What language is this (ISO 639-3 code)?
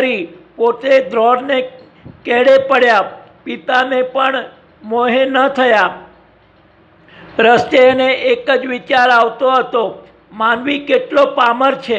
guj